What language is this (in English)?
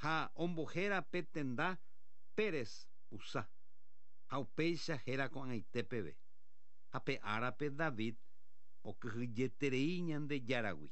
Guarani